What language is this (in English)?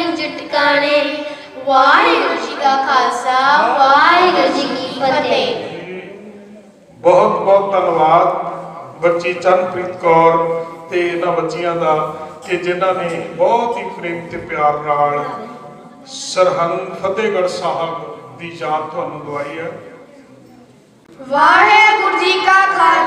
Punjabi